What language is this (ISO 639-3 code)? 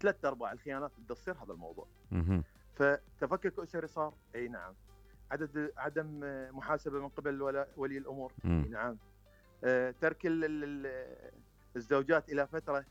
acm